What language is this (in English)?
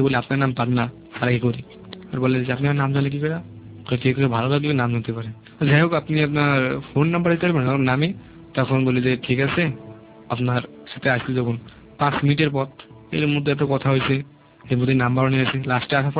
Bangla